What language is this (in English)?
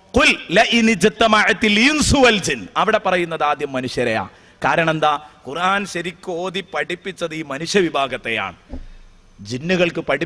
Malayalam